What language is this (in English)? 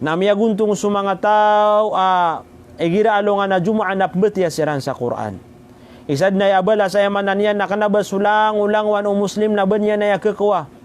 Maranao